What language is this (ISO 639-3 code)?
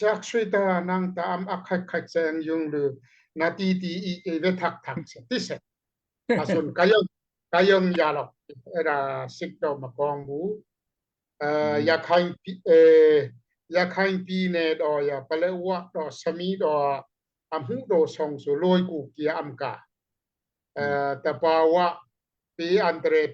dao